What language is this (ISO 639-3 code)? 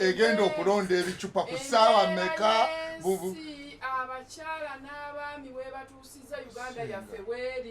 lug